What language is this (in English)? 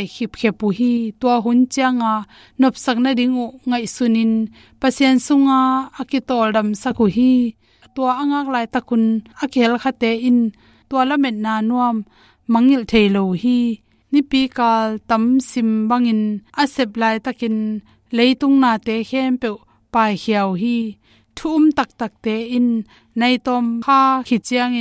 Tedim Chin